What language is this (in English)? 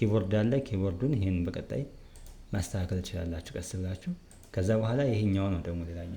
Amharic